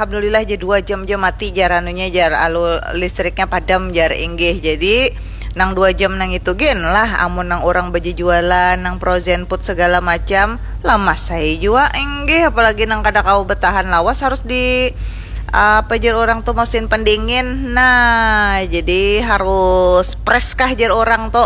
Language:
Banjar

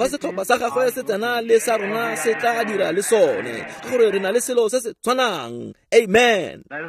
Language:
Tswana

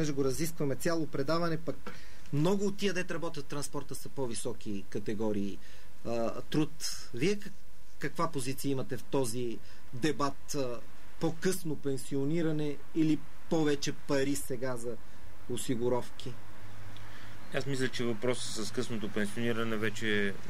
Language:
Bulgarian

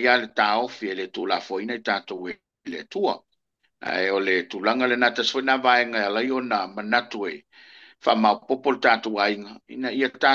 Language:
Samoan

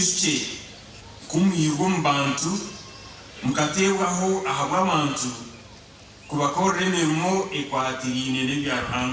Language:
Nyankole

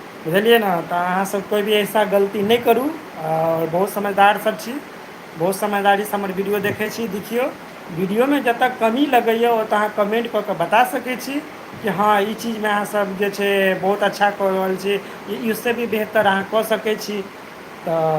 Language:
Maithili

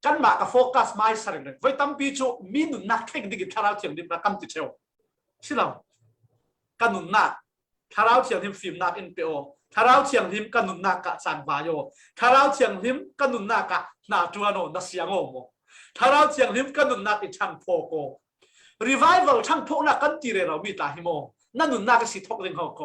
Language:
Falam Chin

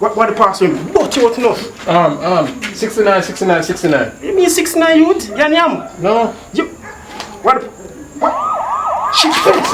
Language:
Jamaican Creole English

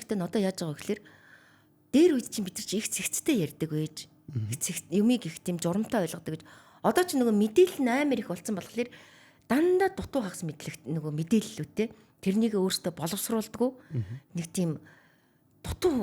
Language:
Mongolian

